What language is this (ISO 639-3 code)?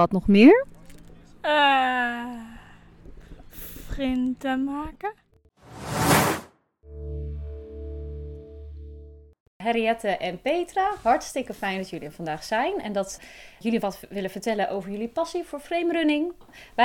nld